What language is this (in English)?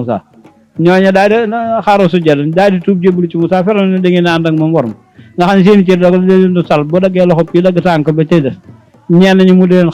Wolof